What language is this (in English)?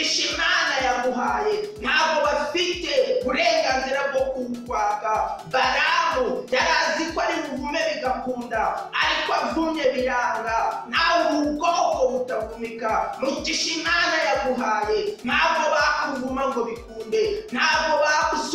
Kinyarwanda